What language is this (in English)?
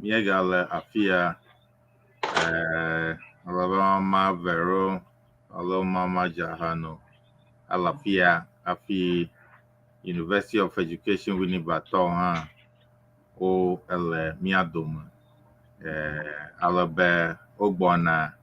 Ewe